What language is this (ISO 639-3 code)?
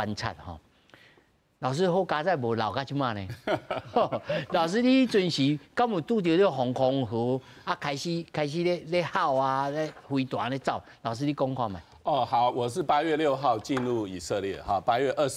nan